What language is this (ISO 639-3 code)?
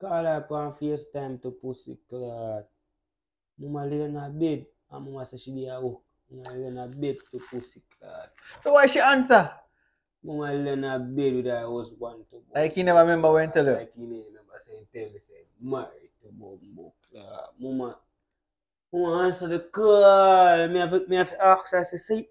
jam